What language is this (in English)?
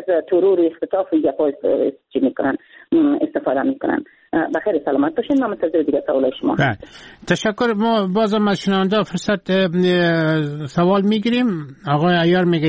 Persian